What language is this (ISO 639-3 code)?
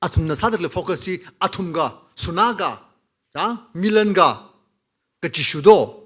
nmf